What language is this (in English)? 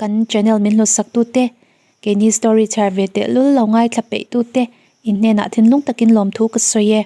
Mizo